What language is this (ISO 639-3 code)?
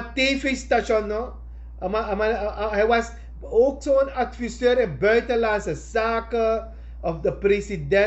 srn